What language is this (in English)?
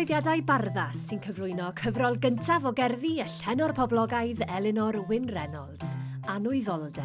Welsh